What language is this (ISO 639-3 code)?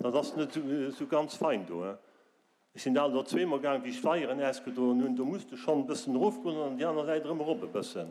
ltz